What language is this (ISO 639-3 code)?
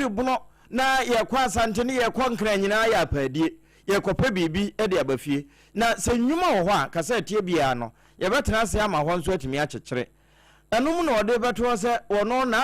aka